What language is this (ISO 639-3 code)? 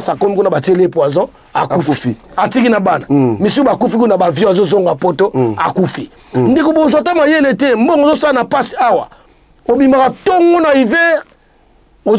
lin